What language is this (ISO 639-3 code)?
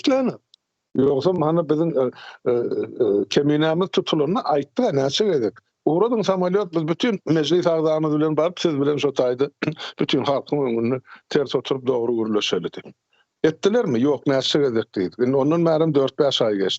tuk